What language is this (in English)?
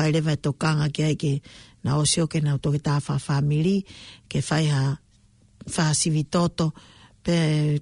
Tongan